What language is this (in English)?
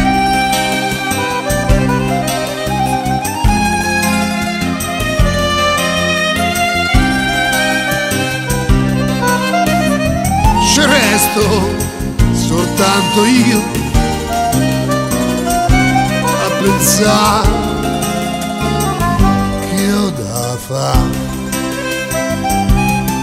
Italian